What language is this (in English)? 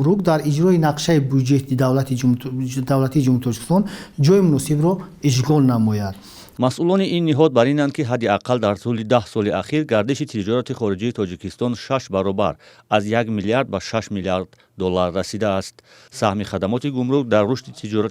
Tajik